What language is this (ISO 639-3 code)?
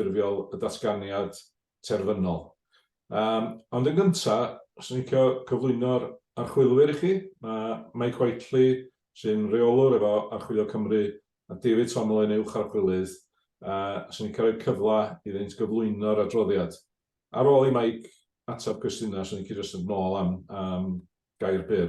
cym